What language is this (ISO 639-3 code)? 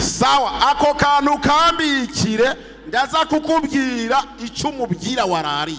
run